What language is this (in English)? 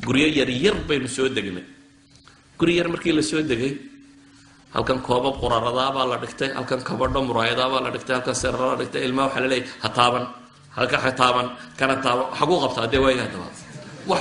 Somali